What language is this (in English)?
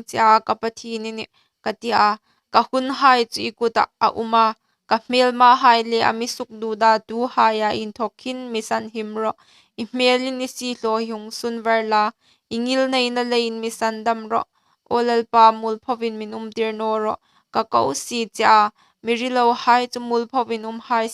Hmar